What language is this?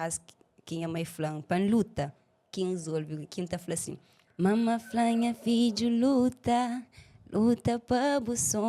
Kabuverdianu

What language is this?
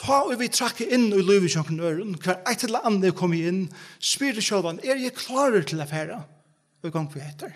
Faroese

